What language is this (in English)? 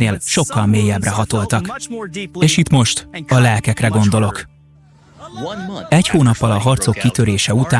Hungarian